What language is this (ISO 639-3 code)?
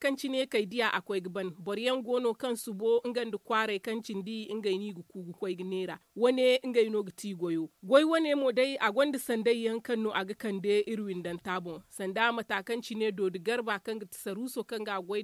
dje